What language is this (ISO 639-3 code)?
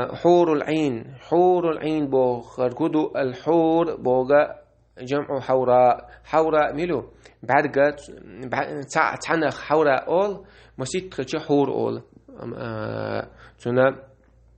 che